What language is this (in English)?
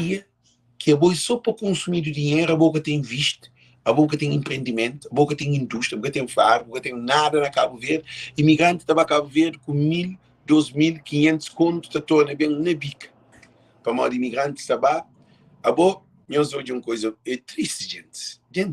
Kabuverdianu